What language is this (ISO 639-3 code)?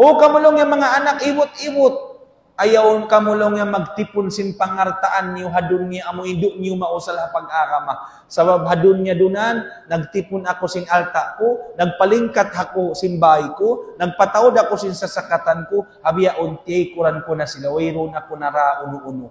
tsg